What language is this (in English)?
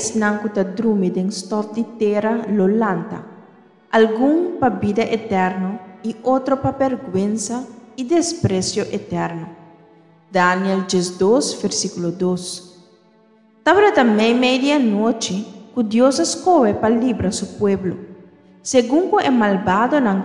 Papiamento